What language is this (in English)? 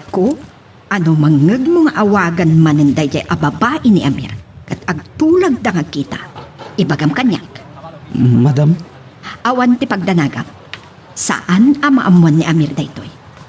Iloko